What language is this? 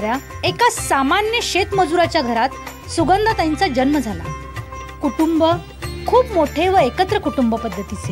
Marathi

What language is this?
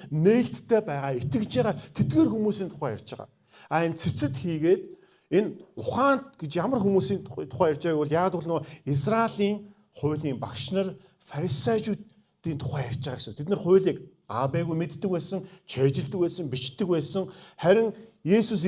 Mongolian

